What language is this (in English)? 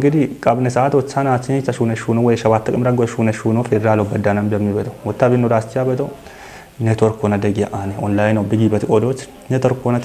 Kafa